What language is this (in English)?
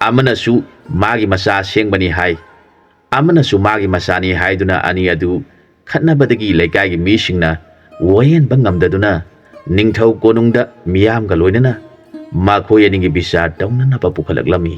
Manipuri